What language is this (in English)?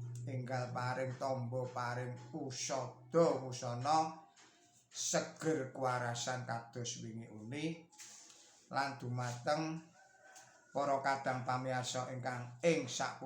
Javanese